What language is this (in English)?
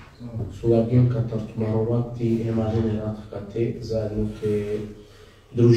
Balkan Romani